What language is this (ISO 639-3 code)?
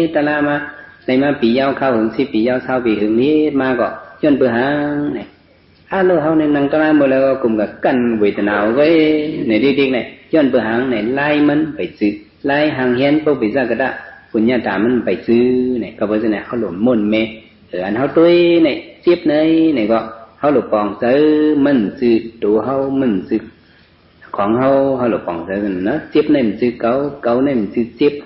shn